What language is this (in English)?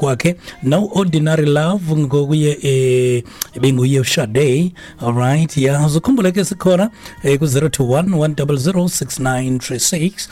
Xhosa